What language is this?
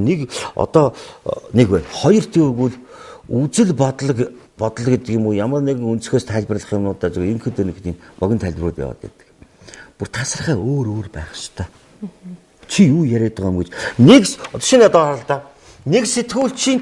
Mongolian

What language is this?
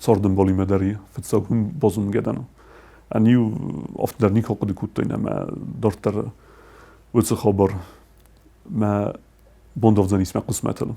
Ossetic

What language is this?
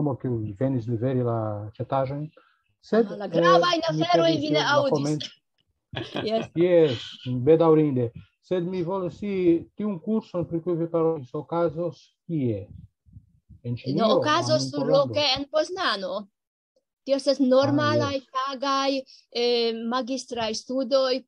Esperanto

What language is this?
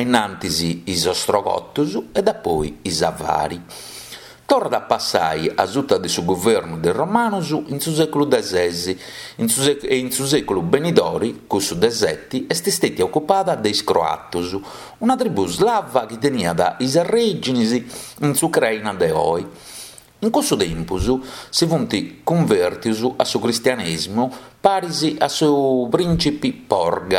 Sardinian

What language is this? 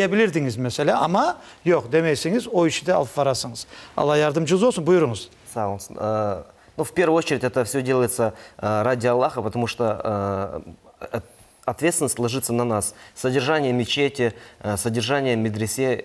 Crimean Tatar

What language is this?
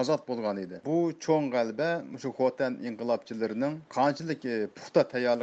Uyghur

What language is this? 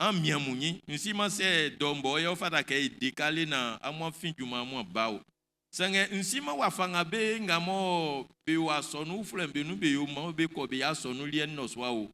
Baoulé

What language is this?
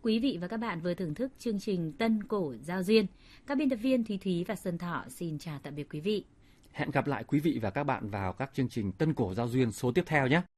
Vietnamese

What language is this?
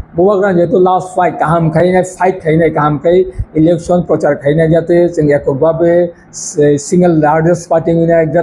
Kok Borok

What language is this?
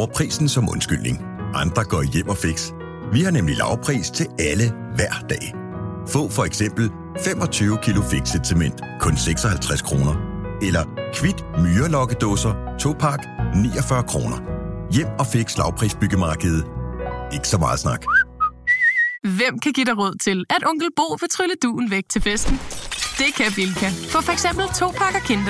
Danish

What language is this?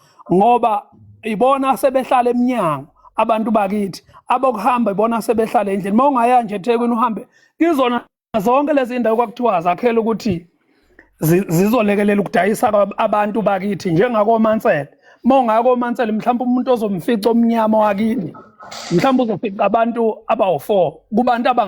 Zulu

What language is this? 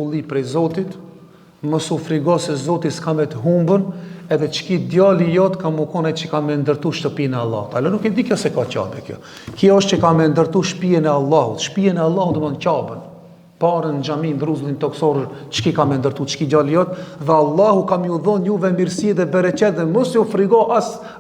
Albanian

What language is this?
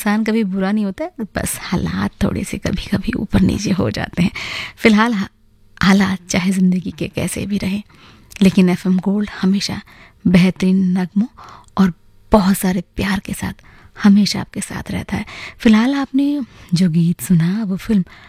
Hindi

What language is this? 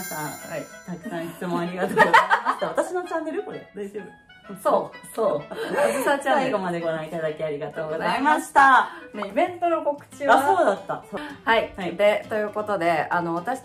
Japanese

